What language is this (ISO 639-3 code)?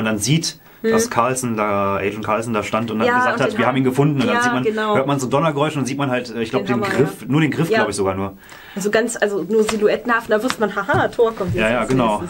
deu